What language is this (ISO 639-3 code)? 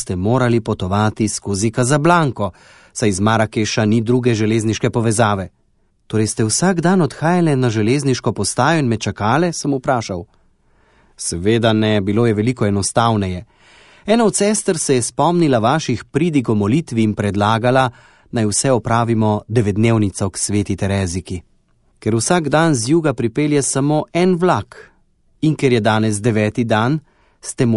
slv